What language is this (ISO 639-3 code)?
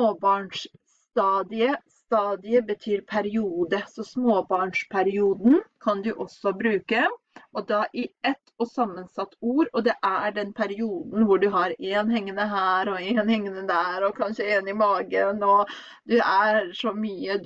nor